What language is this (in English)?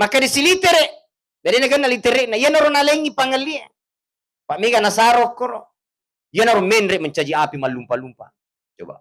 Buginese